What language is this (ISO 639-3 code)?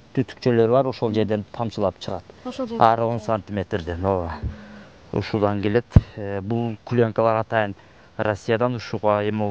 kir